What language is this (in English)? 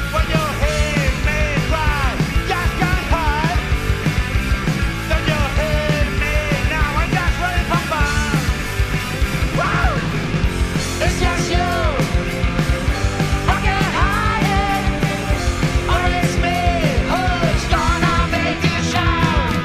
Basque